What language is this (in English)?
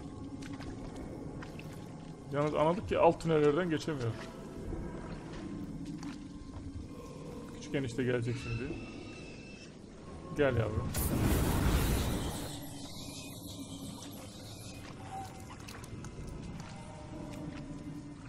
Turkish